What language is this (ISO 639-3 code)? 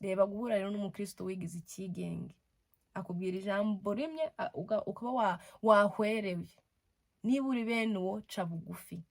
kin